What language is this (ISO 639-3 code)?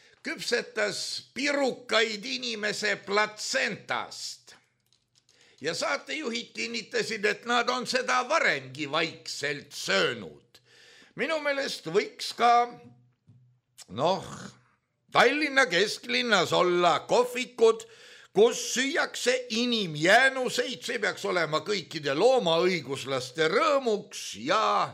est